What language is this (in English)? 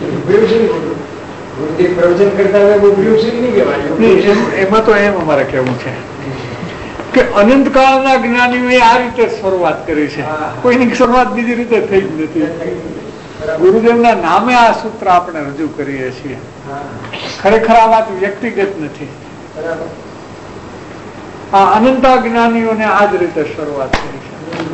Gujarati